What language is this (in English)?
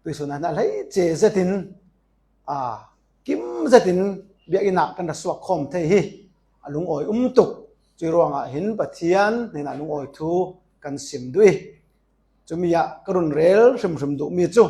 Falam Chin